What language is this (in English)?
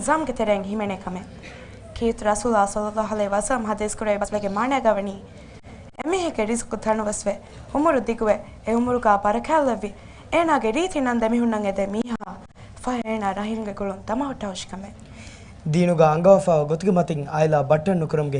Divehi